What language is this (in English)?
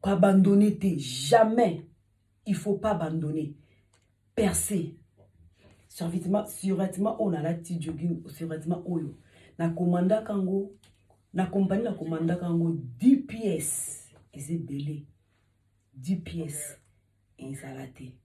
Lingala